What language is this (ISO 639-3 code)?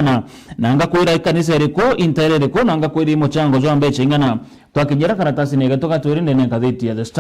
mer